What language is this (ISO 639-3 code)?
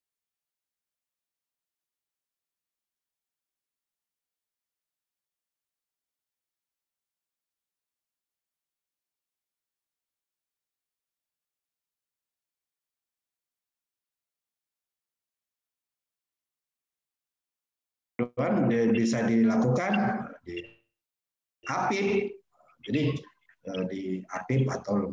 ind